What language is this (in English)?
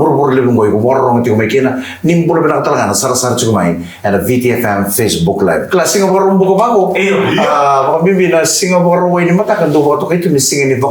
Fijian